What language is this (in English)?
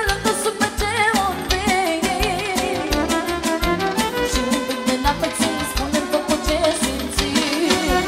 Romanian